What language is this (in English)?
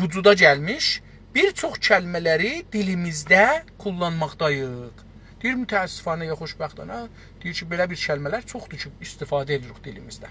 South Azerbaijani